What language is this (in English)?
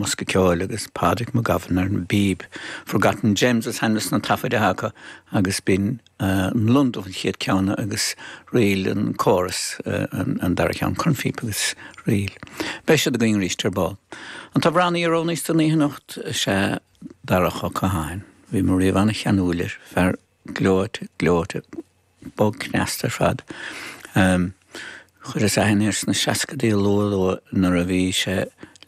Irish